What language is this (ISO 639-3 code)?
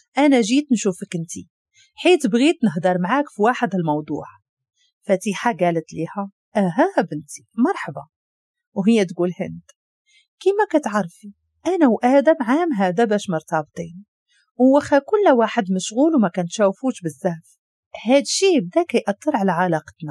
ary